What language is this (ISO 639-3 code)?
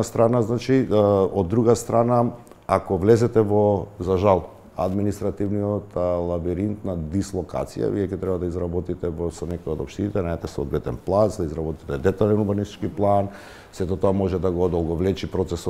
mkd